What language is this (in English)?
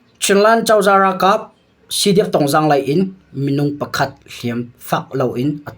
Hakha Chin